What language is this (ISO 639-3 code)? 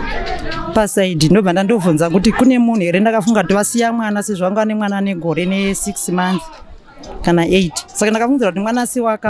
sna